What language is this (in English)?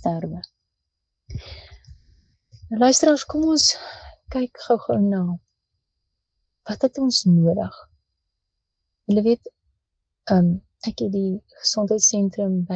Afrikaans